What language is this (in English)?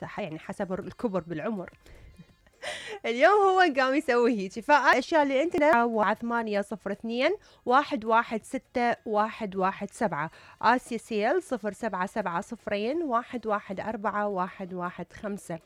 Mesopotamian Arabic